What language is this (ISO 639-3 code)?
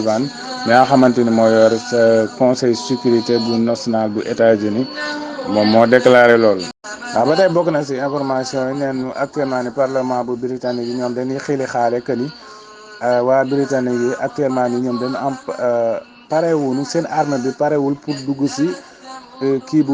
wol